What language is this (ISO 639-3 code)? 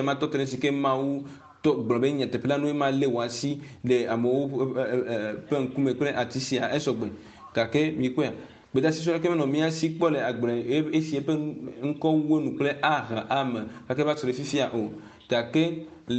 ewe